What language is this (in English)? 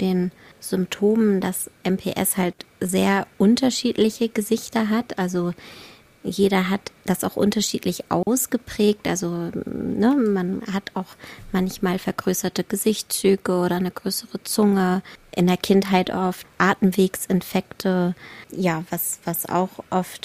German